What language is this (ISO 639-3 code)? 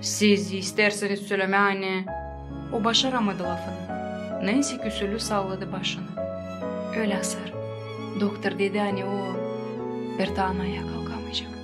gag